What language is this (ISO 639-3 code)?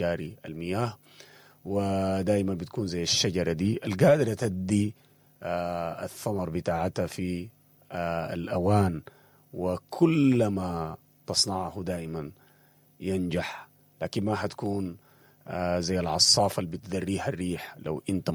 apd